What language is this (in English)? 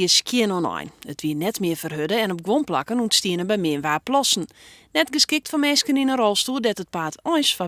Western Frisian